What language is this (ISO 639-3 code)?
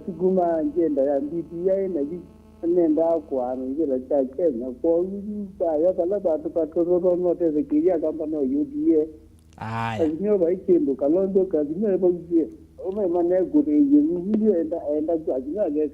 kam